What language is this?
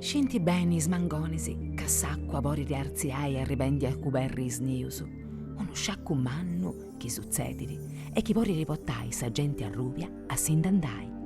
Sardinian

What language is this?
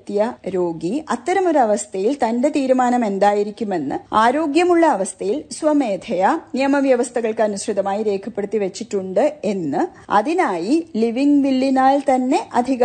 Malayalam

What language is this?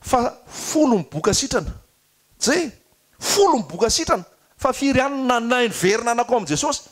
Malagasy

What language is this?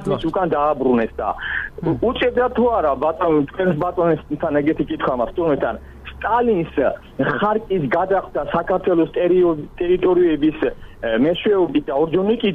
Georgian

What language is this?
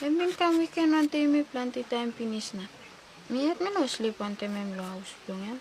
Tok Pisin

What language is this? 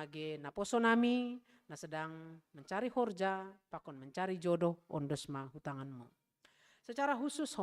Batak Simalungun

